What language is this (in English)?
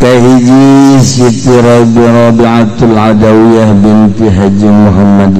Sundanese